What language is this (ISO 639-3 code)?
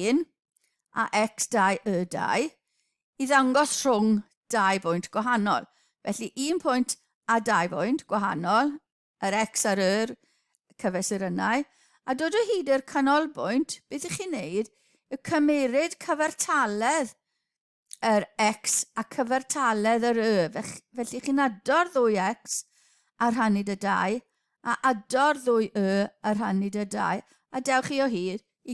cym